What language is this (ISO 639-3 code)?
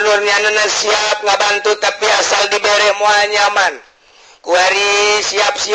sun